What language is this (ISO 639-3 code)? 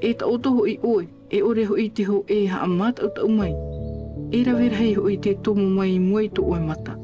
tah